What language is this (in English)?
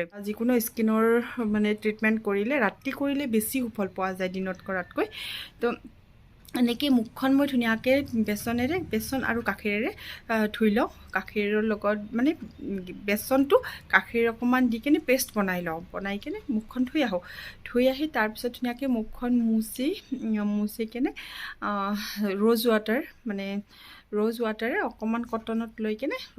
Assamese